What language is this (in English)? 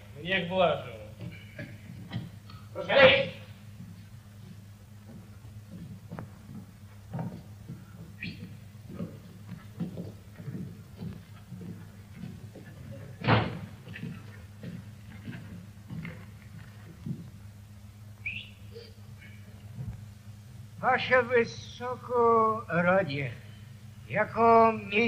Polish